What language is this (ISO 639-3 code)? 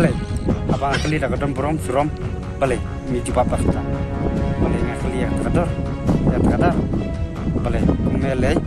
kha